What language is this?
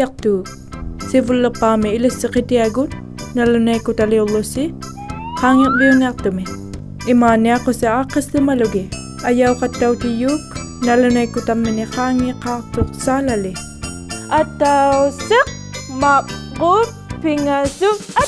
Inuktitut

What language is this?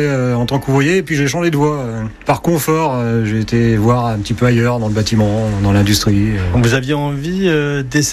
French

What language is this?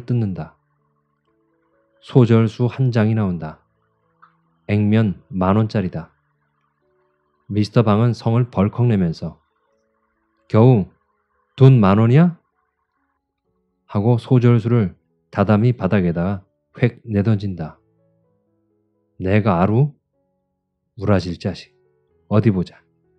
Korean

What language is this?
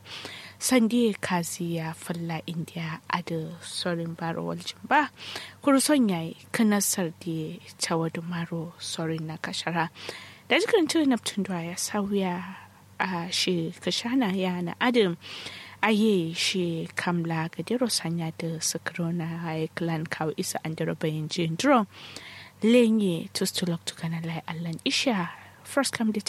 Kanuri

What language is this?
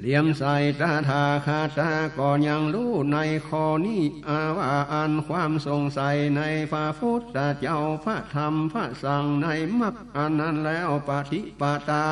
Northern Thai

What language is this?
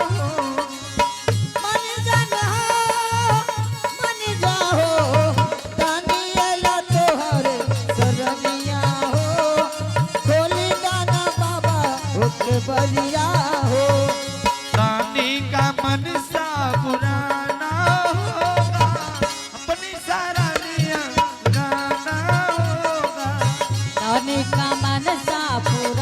Angika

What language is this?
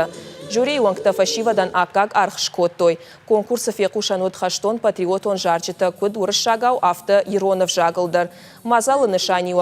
Ossetic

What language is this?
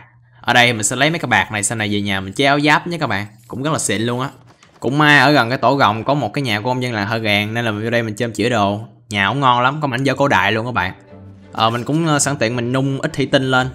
Vietnamese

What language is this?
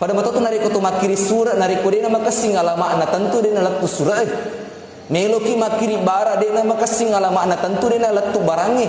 Buginese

